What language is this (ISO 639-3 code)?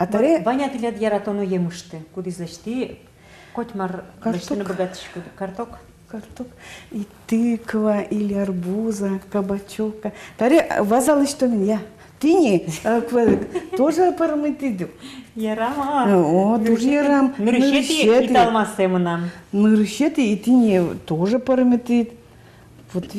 udm